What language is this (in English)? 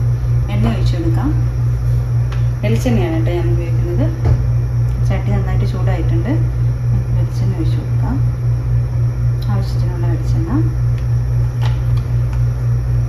Malayalam